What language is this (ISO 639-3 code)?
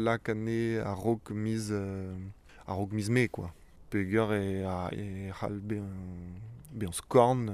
bre